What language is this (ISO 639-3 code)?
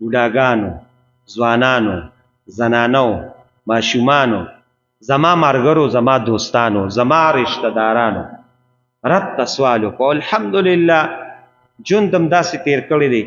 pus